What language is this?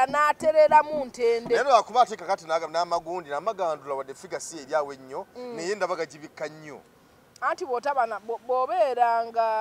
Ganda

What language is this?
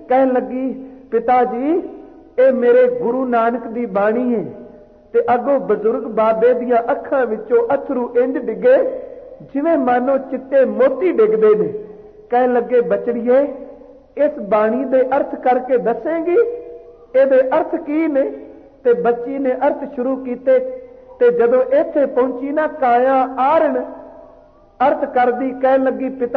Punjabi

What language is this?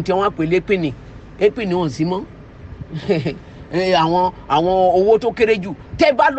Yoruba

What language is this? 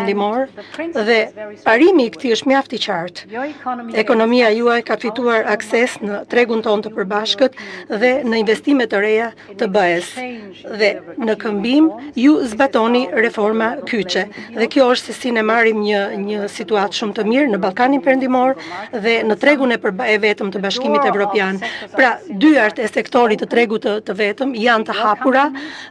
Albanian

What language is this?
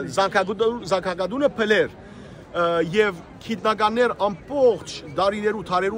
Western Armenian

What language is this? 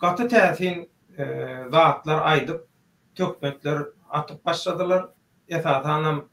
Turkmen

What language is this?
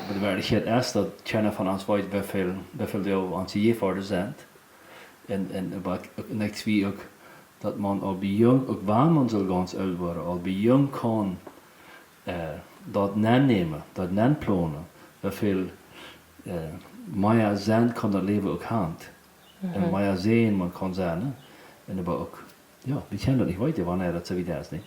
Plautdietsch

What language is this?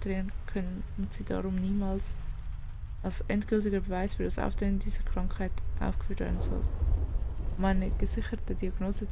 Swiss German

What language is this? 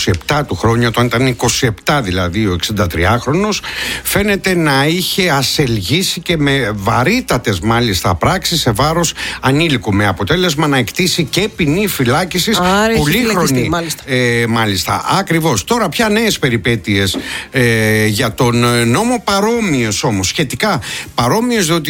Greek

